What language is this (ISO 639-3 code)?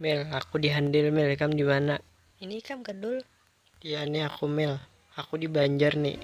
bjn